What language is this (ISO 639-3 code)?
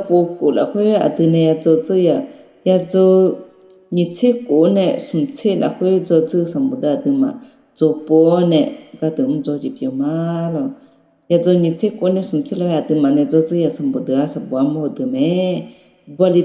ahk